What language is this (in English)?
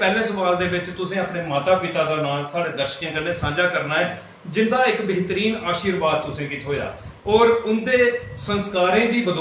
Dogri